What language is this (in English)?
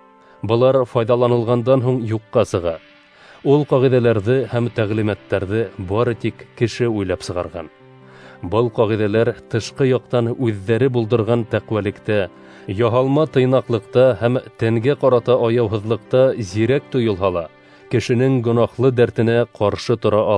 Bashkir